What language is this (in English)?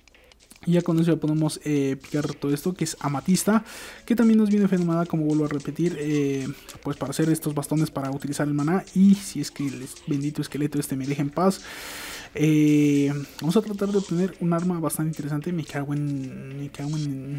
Spanish